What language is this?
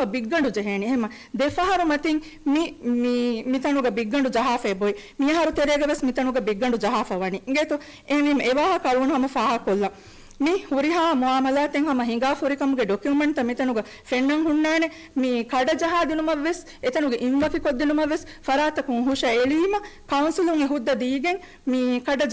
Divehi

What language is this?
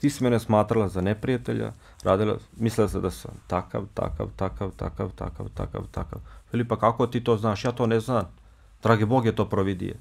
Bosnian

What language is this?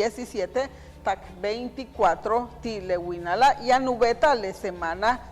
Yucateco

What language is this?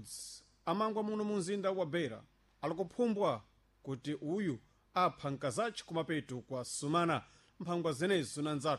Sena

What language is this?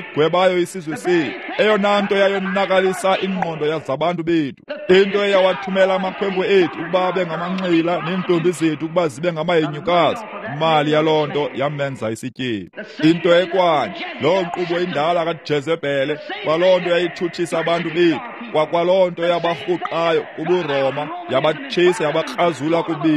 Xhosa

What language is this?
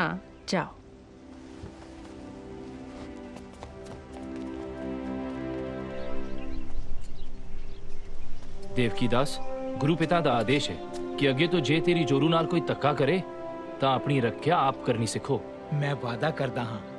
Punjabi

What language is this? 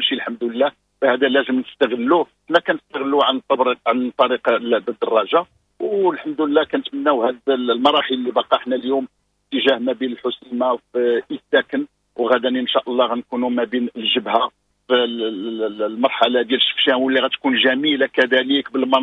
Moroccan Arabic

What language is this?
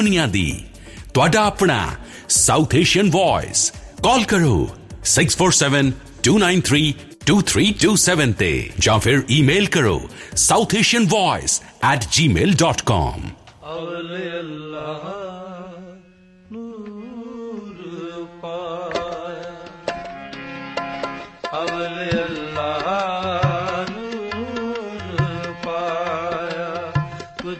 Punjabi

